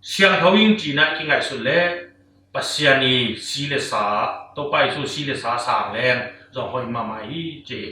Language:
Tedim Chin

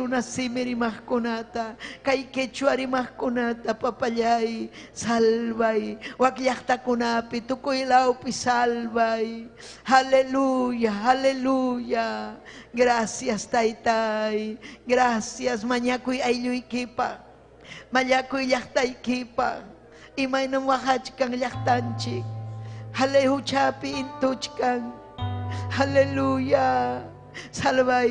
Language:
Ayacucho Quechua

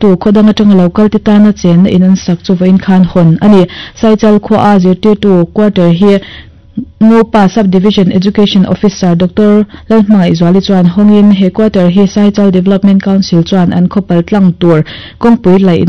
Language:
Mizo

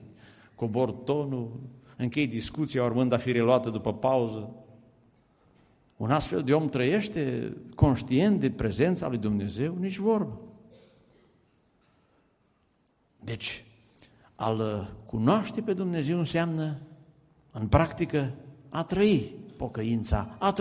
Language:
Romanian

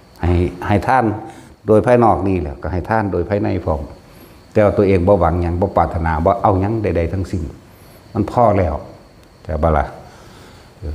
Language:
Northeastern Thai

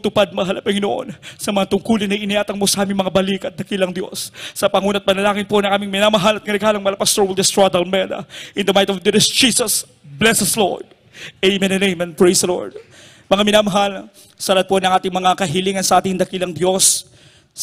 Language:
Filipino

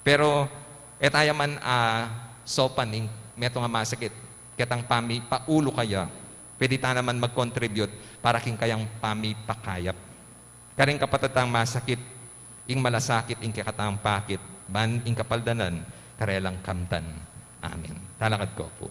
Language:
Pampanga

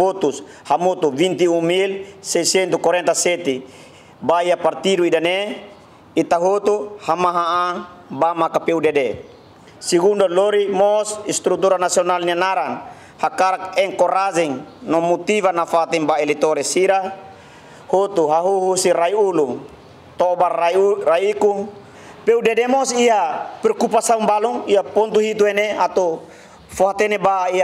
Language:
Tetum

